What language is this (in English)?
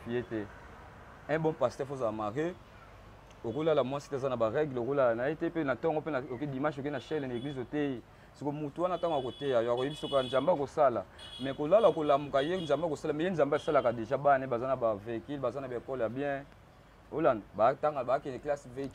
Lingala